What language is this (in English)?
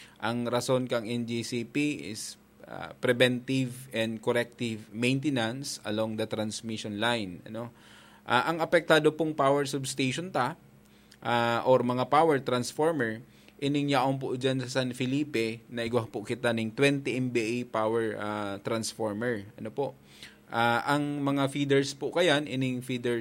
Bikol